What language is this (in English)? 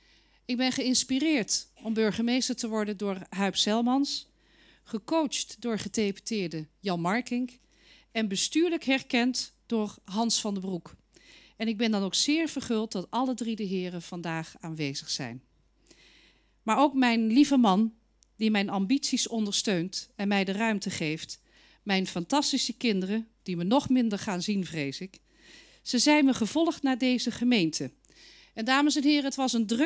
Dutch